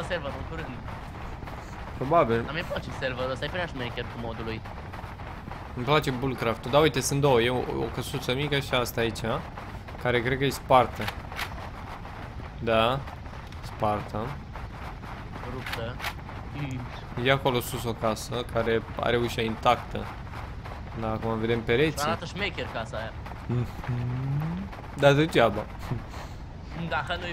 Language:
Romanian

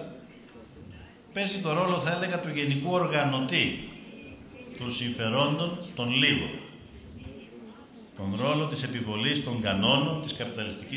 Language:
Greek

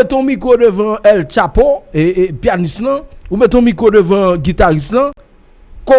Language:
Haitian Creole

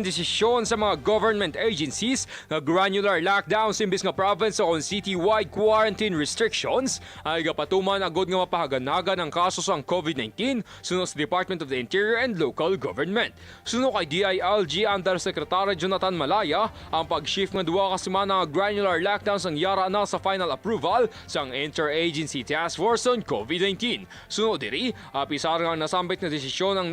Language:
Hiligaynon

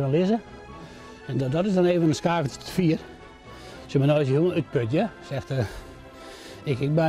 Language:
Western Frisian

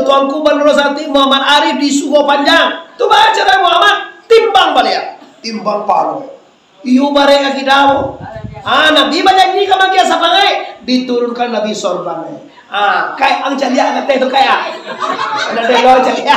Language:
Minangkabau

